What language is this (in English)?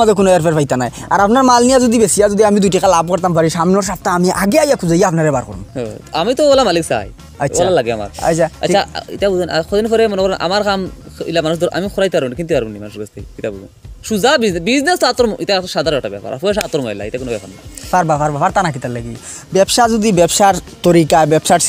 Sylheti